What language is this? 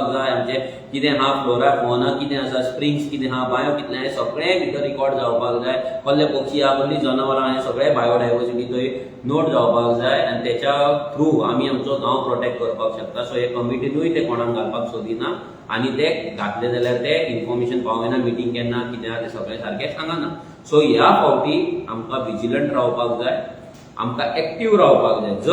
Konkani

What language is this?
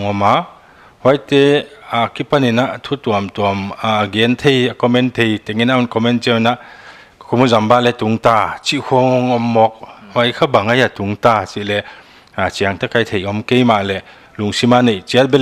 Paite Chin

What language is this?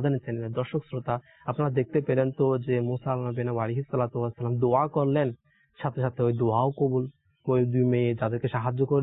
Bangla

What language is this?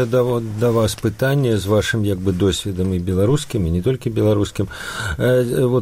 Belarusian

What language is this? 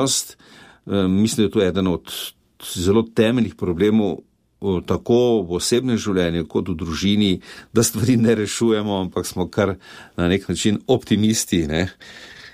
Slovenian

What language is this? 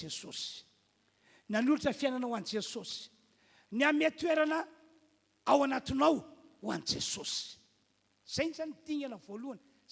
Malagasy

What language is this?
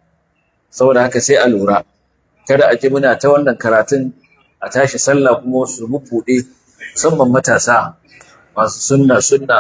Hausa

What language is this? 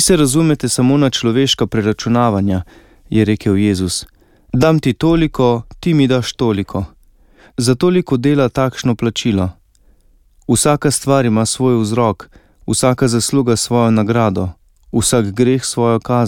Slovenian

